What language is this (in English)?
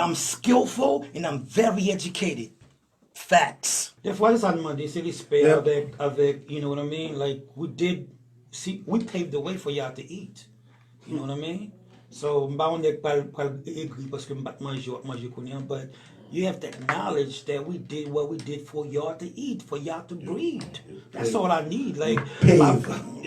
Haitian Creole